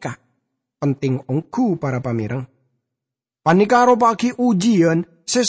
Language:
Madurese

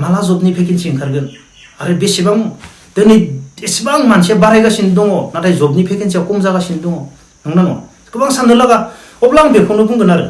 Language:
Bodo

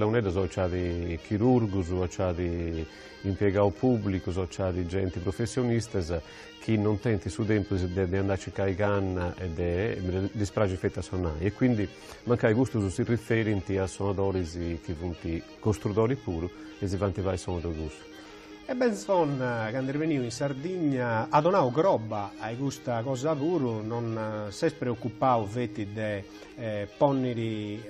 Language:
Sardinian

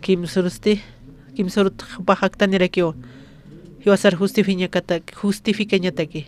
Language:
Aymara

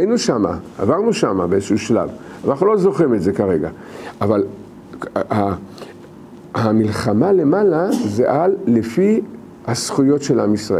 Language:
Hebrew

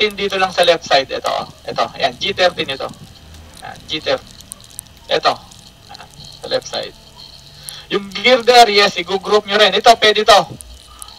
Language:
Filipino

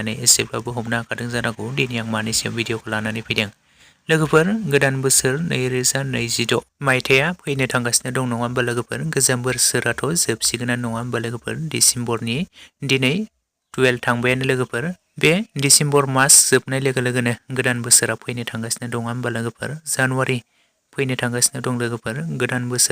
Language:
Bodo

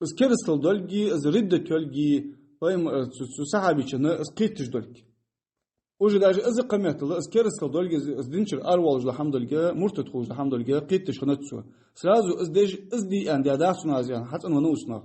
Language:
Ingush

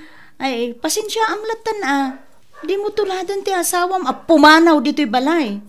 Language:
Iloko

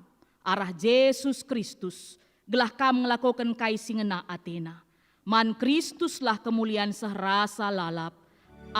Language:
Batak Karo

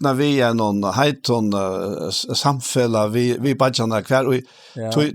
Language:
Faroese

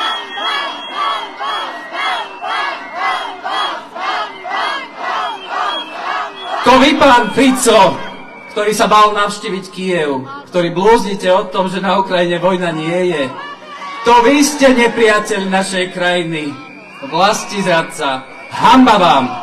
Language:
Slovak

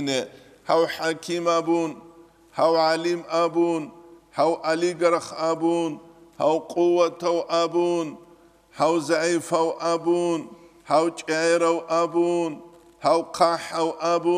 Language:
Avaric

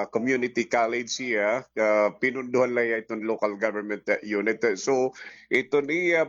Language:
Waray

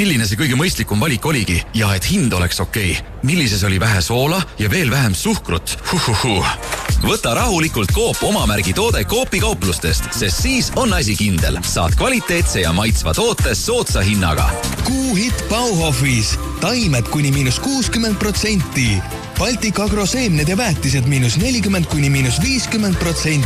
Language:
Estonian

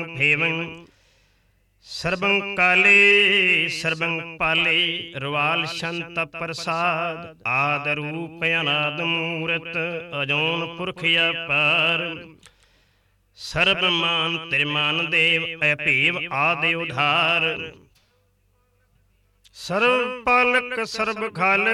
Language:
Punjabi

